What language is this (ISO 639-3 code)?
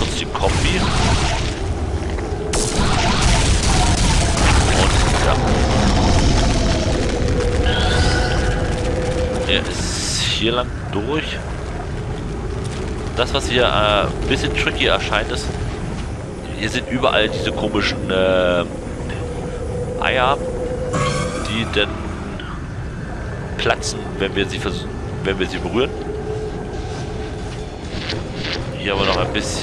deu